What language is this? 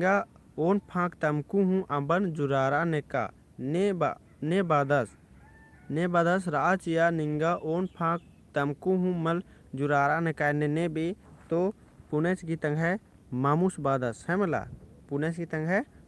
Kurukh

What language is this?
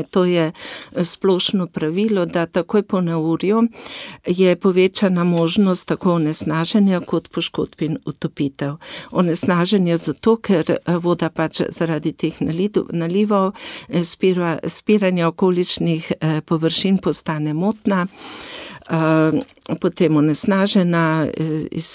Slovenian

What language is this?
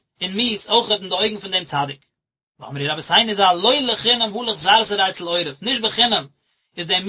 Yiddish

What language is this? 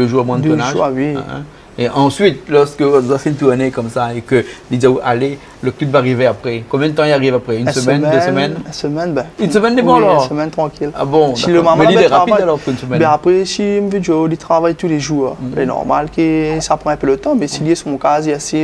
Réunion Creole French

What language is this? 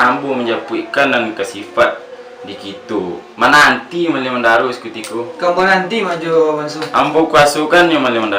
Minangkabau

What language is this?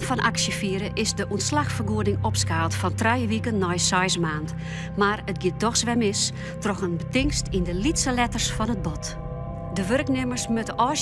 Western Frisian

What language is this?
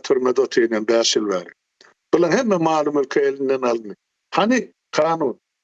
Turkmen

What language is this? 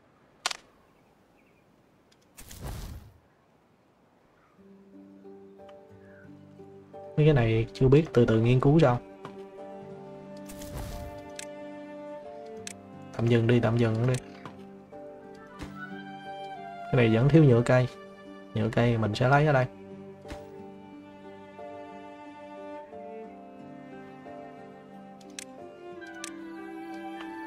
Vietnamese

